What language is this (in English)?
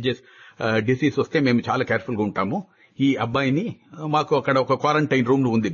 Telugu